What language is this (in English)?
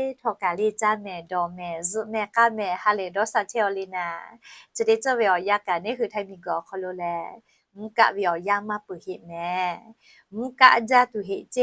Lahu